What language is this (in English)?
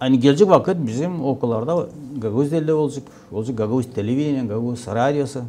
Gagauz